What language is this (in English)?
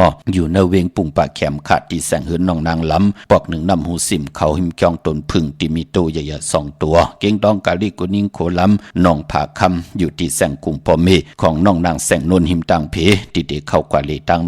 Shan